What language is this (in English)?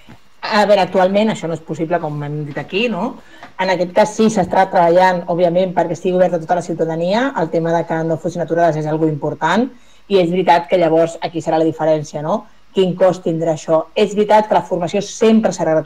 Catalan